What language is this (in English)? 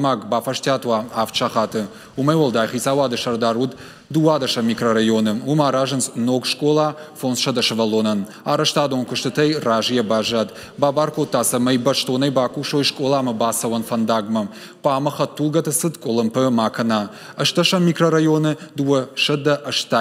Ossetic